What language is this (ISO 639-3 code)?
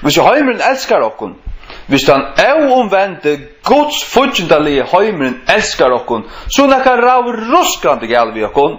fao